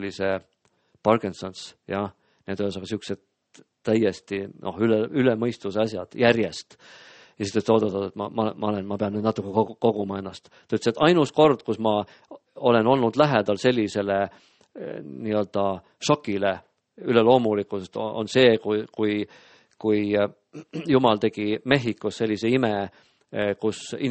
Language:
Estonian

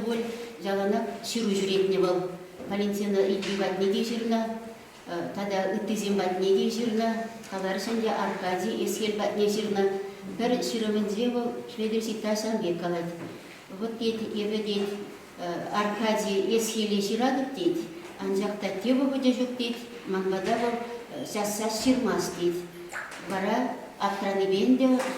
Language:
Chuvash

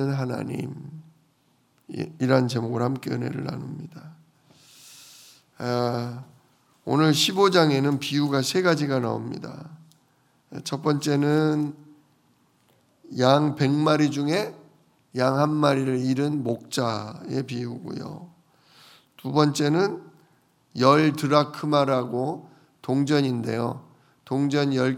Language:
Korean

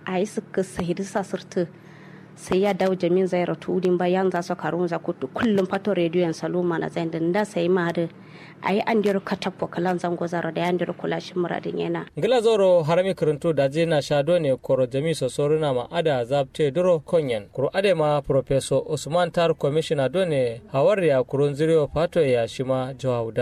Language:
Kanuri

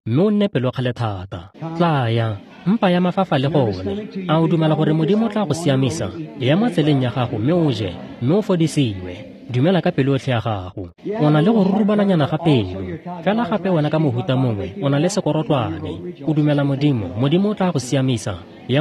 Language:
Tswana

